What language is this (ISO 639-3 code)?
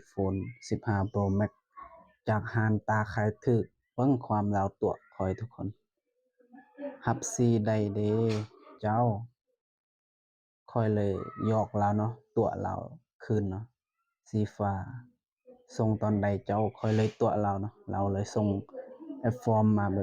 lao